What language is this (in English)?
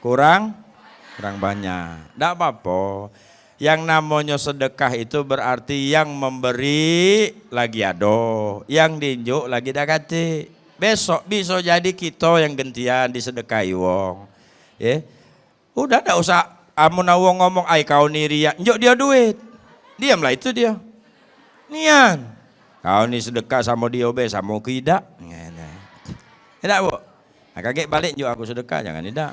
Musi